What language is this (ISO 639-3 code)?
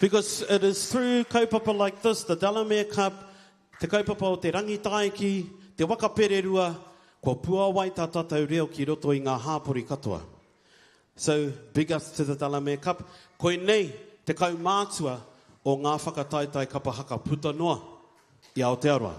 mri